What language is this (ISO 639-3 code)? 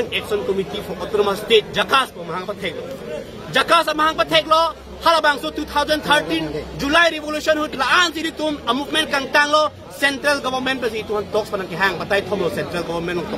mjw